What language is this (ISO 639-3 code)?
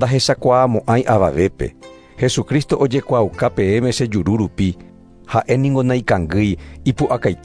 grn